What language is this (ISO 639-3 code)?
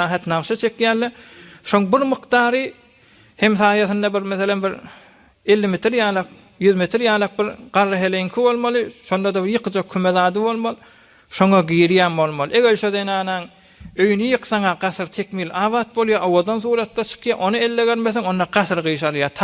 tuk